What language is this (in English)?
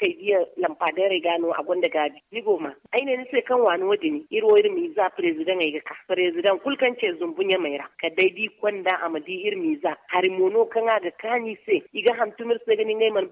Zarma